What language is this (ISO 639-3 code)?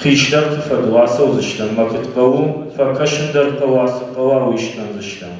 oss